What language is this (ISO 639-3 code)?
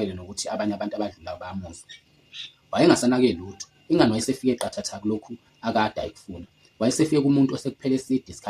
zul